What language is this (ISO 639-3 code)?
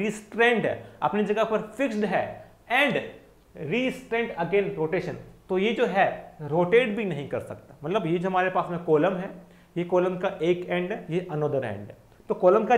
hin